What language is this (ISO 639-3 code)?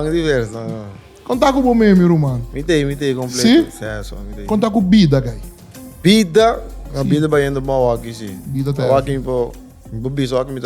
pap